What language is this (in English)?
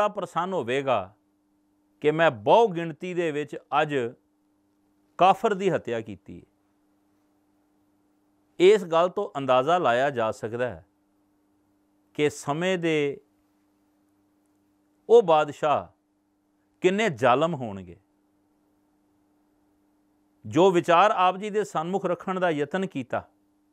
Punjabi